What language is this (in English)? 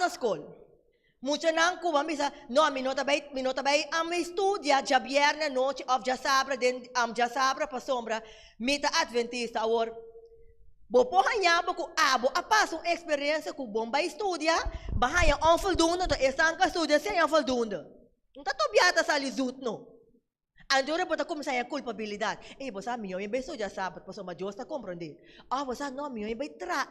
Papiamento